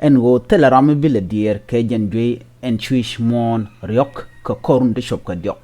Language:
Nuer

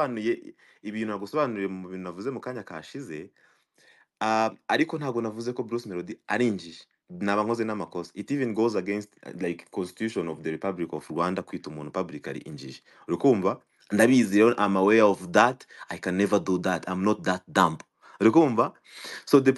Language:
Kinyarwanda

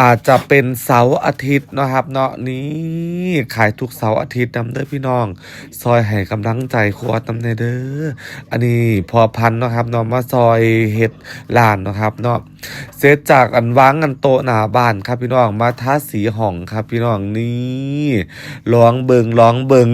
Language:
Northeastern Thai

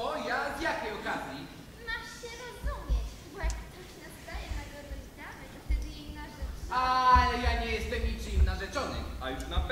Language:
Polish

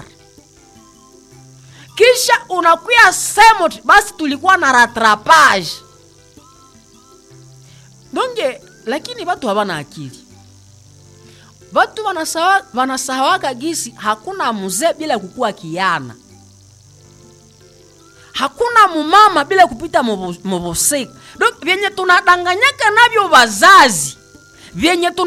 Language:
Swahili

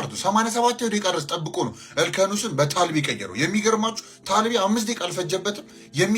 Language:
Amharic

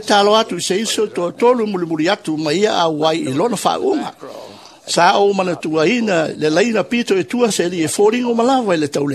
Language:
Samoan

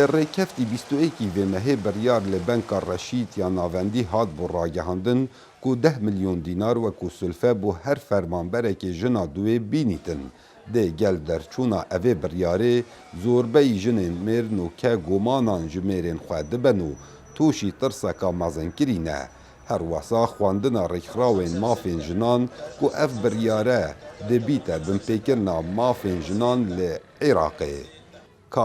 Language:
Kurdish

